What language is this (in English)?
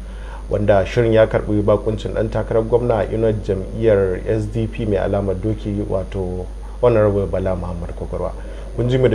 Hausa